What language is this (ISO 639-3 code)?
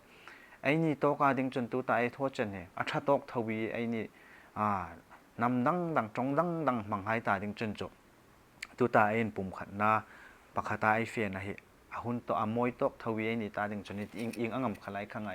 hmr